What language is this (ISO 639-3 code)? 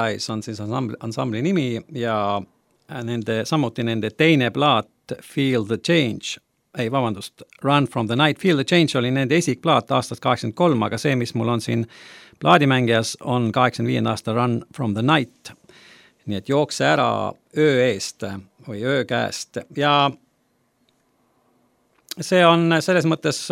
est